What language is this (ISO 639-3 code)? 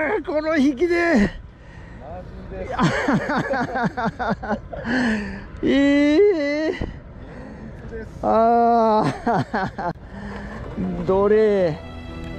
jpn